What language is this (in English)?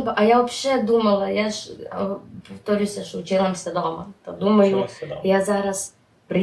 Rusyn